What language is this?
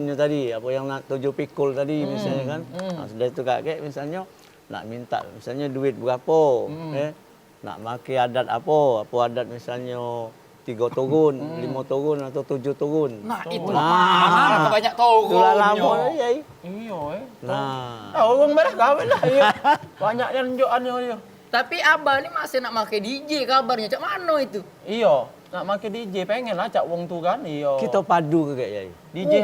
Musi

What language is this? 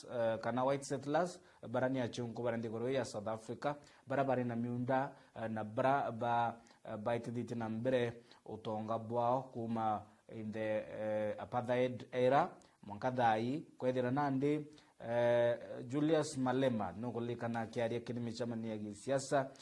Meru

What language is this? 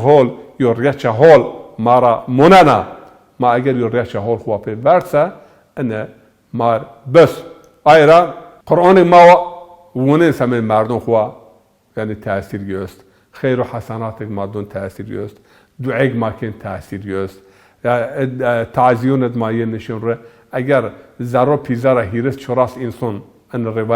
Zaza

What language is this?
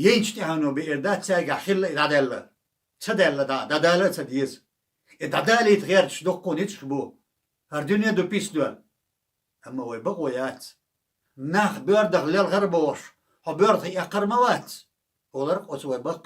Chechen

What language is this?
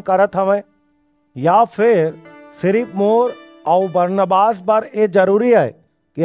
Chhattisgarhi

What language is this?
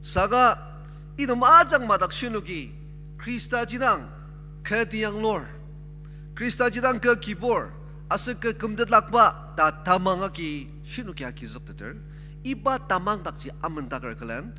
Ao Naga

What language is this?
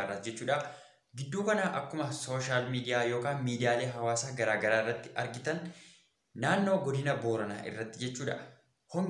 Oromo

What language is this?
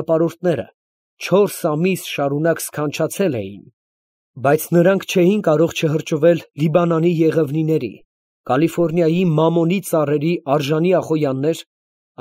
Armenian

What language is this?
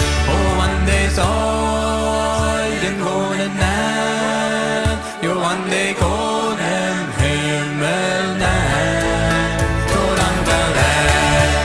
Plautdietsch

